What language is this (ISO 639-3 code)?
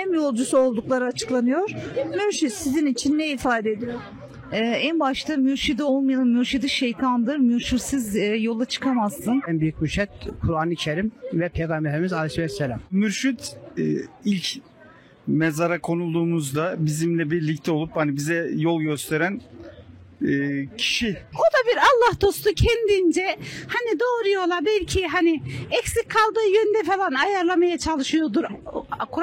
tur